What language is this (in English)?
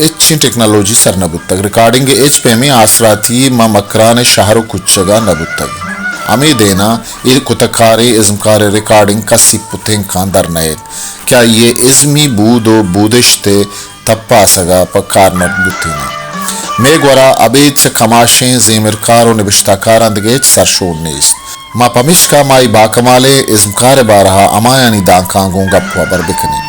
Baluchi